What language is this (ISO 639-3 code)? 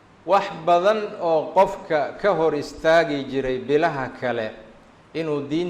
som